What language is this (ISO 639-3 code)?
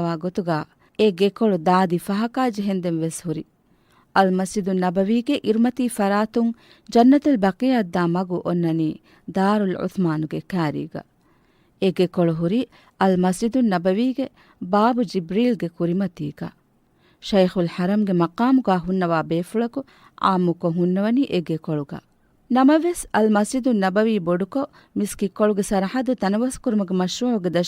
div